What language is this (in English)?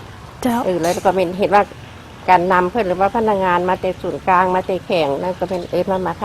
Lao